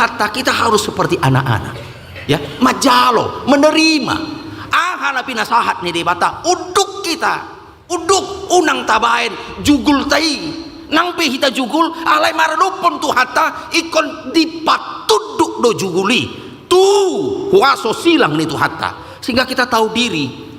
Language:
Batak Toba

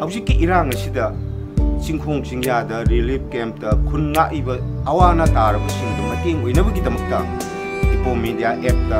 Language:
Manipuri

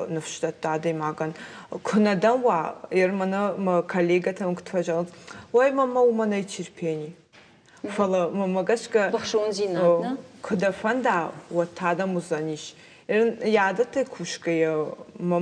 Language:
Ossetic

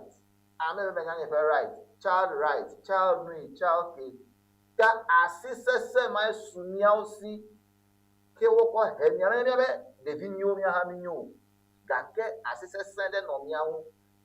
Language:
Ewe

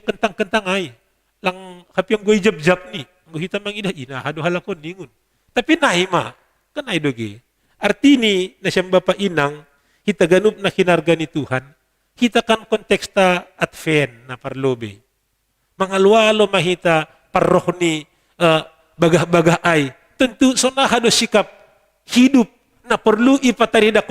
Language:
Batak Simalungun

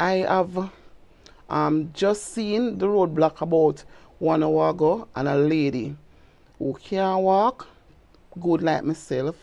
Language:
Jamaican Creole English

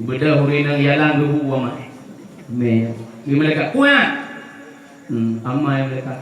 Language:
Achinese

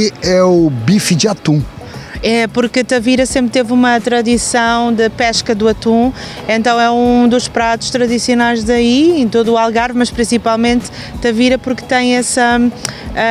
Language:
Portuguese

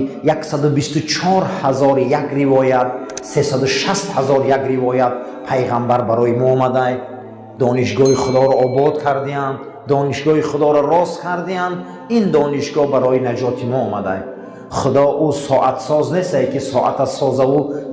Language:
Tajik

